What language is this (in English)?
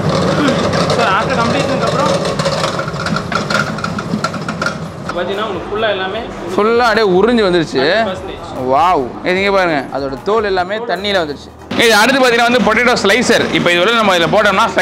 Tamil